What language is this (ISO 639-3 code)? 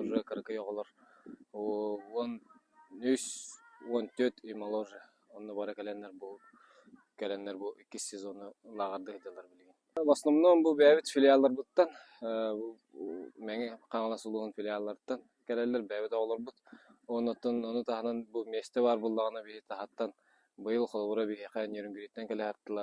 sah